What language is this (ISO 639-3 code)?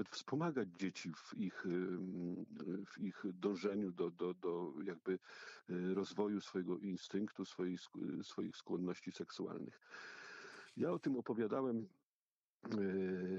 pol